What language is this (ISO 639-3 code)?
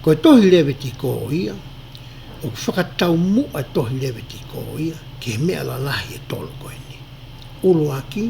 ton